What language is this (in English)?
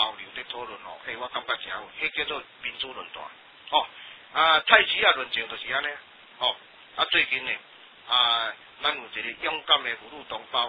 Min Nan Chinese